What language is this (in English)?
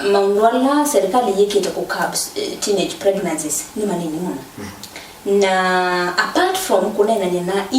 Kamba